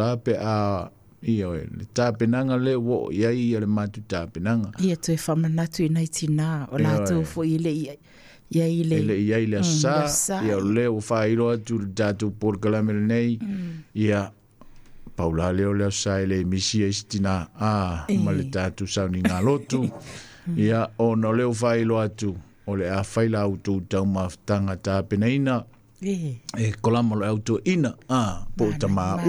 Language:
Samoan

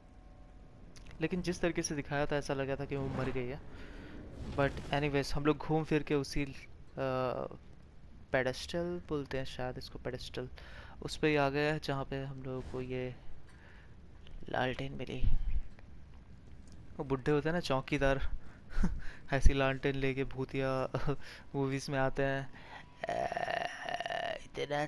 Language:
Hindi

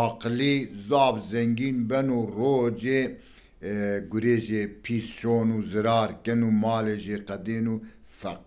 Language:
Zaza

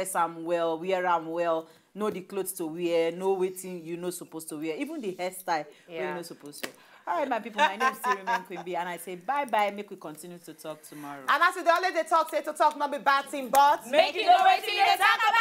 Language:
Nigerian Pidgin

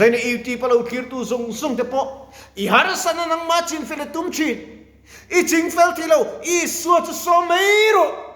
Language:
Mizo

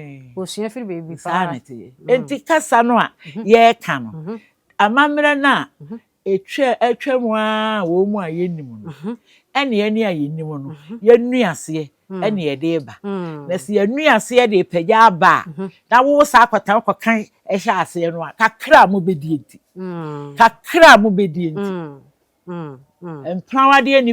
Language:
Akan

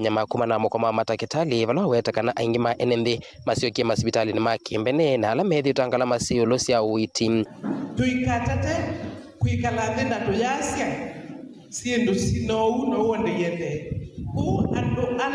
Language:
Kamba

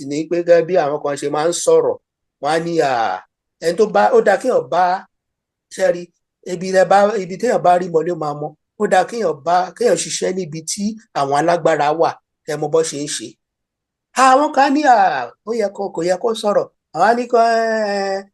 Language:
Yoruba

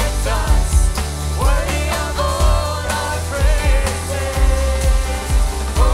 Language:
Plautdietsch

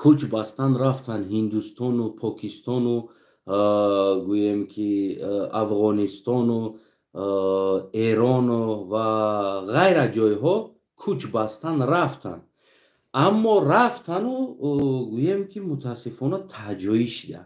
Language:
Tajik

